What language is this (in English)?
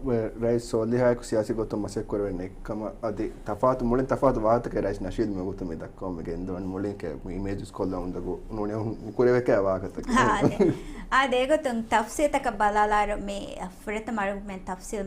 Divehi